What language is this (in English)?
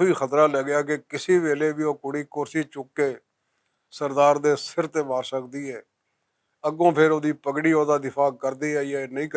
Western Panjabi